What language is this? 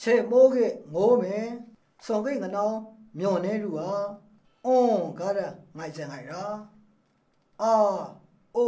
Maru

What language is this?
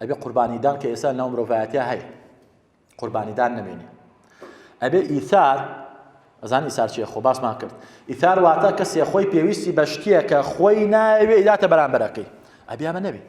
Central Kurdish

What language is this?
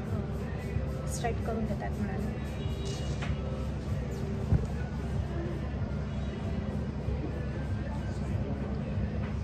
Marathi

